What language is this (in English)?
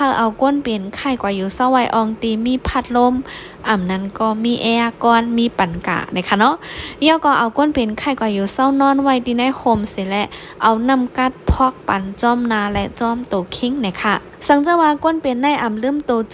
Shan